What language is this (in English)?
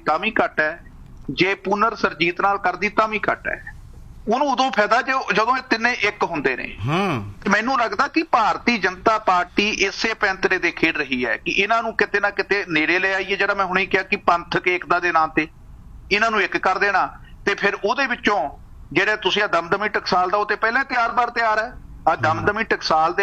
Punjabi